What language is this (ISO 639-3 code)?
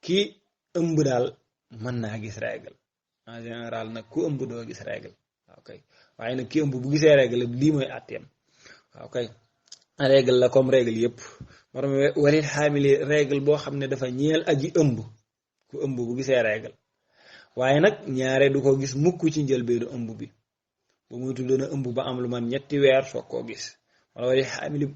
wol